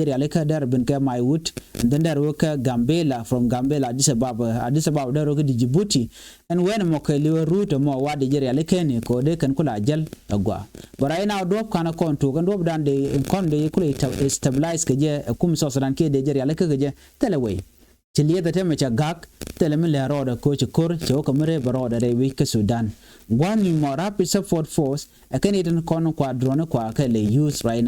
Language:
Nuer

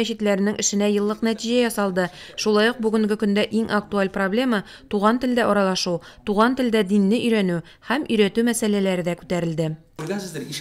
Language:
Tatar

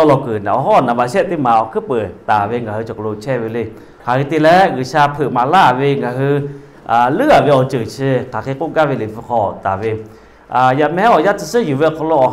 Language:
Lahu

